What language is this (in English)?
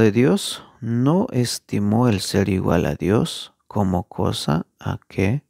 Tzeltal